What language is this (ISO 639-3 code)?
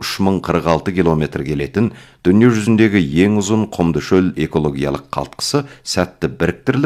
kaz